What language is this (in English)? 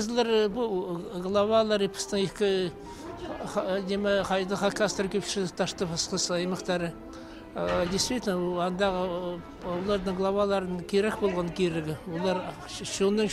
Khakas